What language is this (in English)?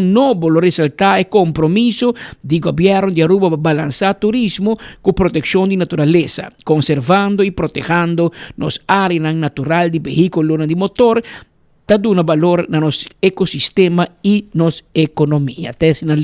Papiamento